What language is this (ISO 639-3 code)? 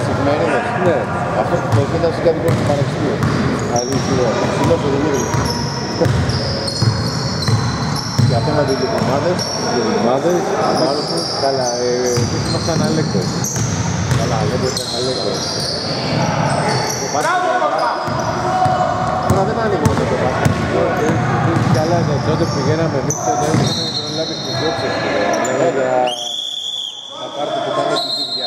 ell